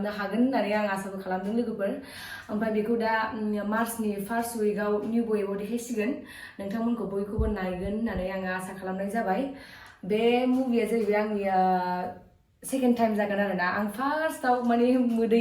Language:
Bodo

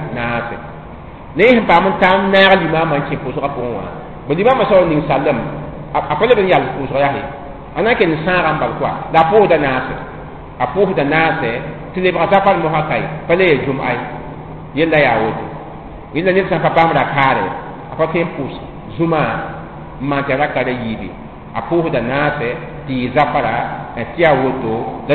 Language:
Mossi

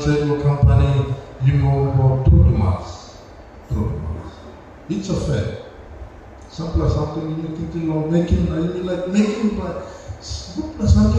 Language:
Tok Pisin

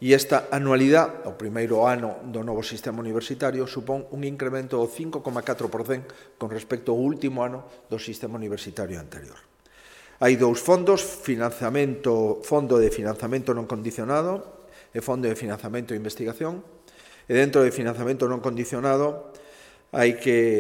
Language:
Galician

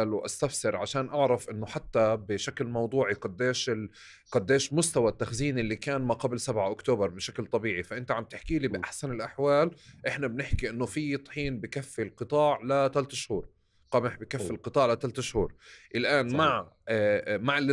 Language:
North Levantine Arabic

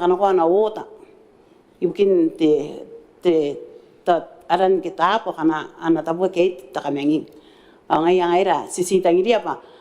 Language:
Gilbertese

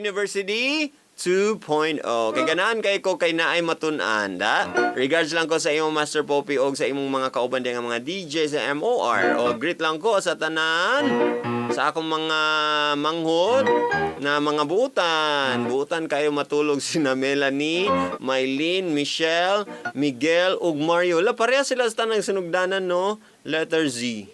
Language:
Cebuano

